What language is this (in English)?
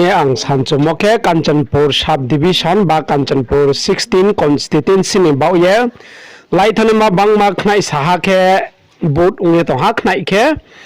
Riang (India)